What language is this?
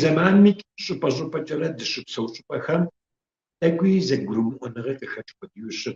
Kabardian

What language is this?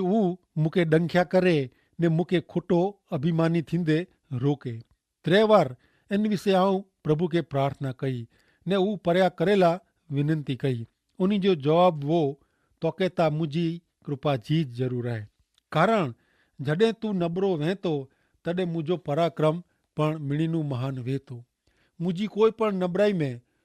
Kachhi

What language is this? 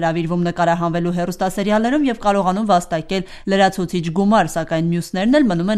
Armenian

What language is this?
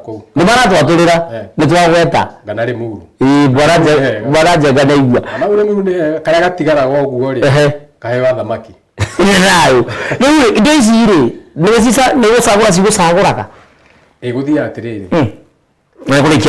Kikuyu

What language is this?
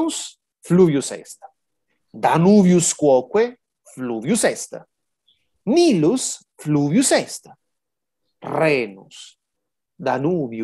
Latin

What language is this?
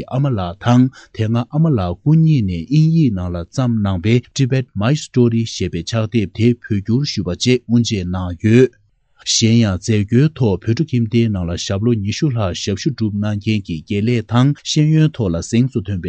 Tibetan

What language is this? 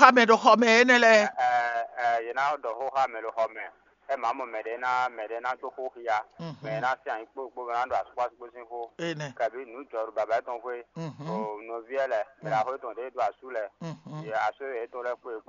Fon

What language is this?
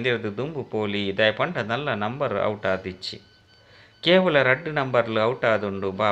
Tulu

